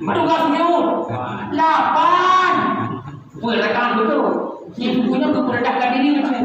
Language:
Achinese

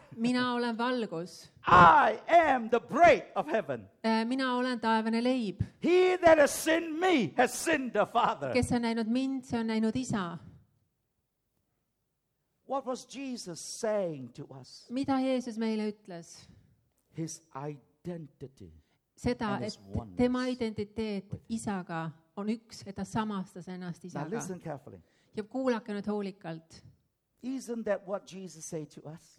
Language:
Estonian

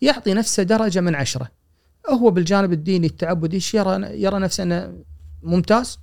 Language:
Gulf Arabic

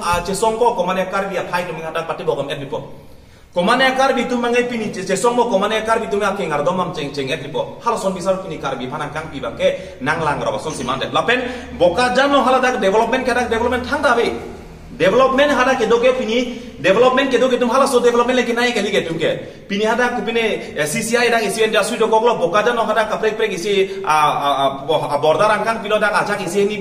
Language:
Karbi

